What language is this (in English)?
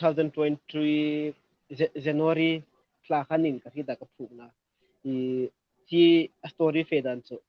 Hmar